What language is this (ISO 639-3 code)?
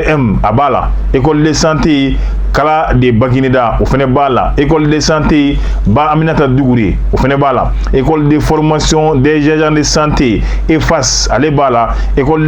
bam